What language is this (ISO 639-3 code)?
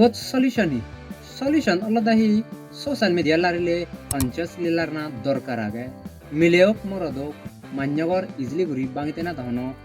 ccp